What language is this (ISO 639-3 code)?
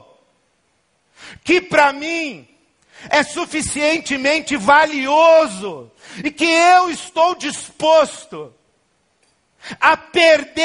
por